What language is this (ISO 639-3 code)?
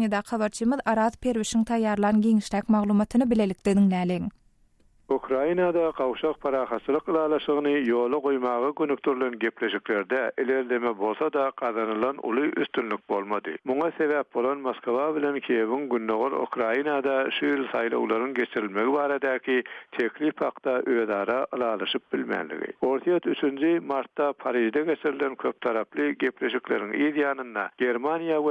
tuk